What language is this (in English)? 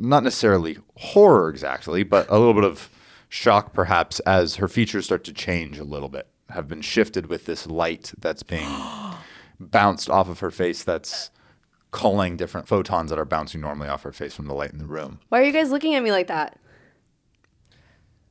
English